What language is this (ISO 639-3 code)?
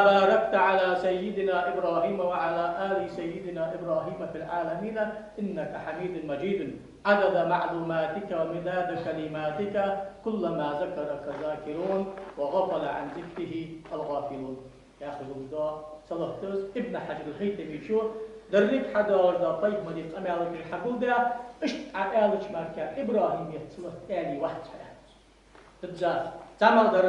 inh